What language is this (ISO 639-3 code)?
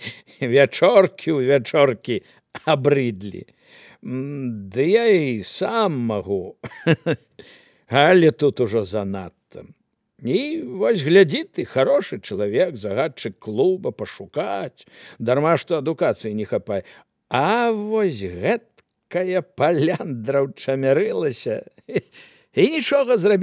bel